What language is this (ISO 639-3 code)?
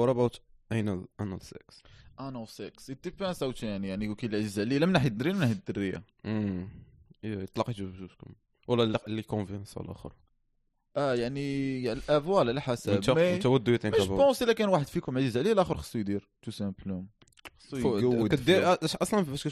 ary